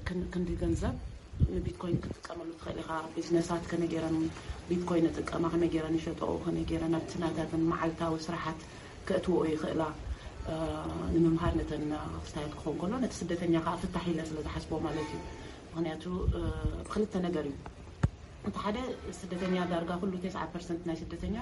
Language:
Tigrinya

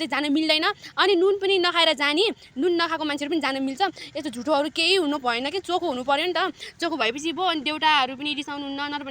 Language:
Nepali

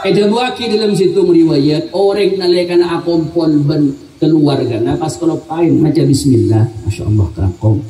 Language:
Madurese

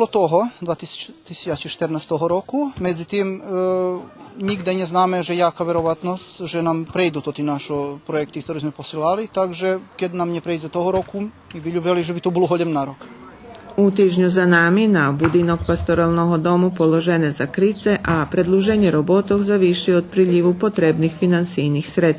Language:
Rusyn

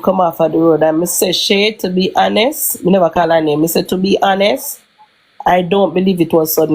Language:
Jamaican Creole English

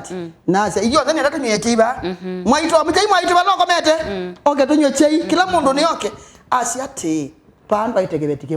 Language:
Kamba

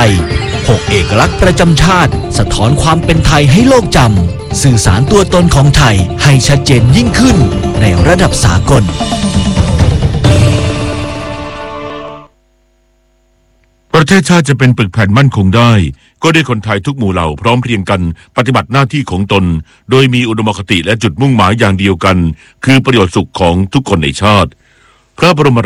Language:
Thai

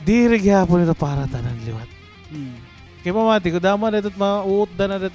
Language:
Waray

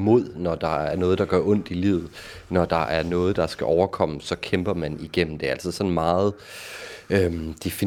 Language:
Danish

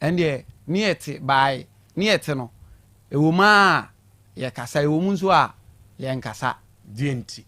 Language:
Akan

